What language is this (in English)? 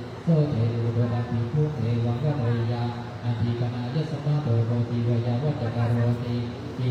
Pali